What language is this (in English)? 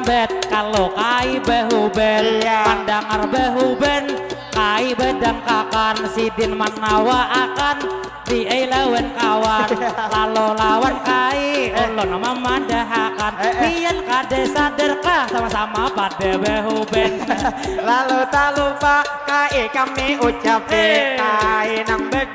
Banjar